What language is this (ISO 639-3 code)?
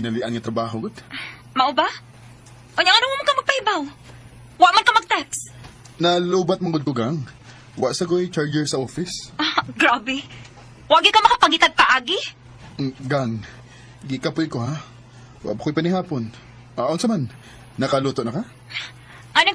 ceb